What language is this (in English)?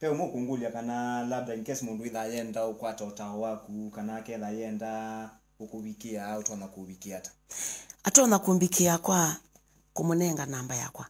Kamba